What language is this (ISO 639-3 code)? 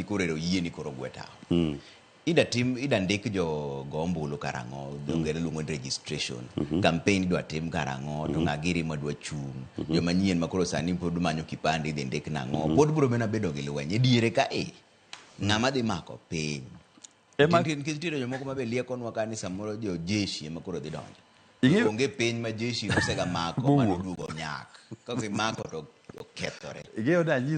luo